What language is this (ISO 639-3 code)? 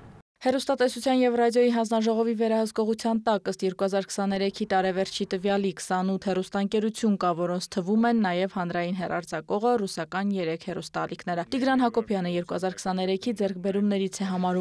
hye